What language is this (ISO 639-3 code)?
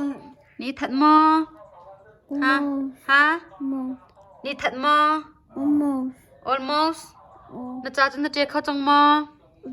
cnh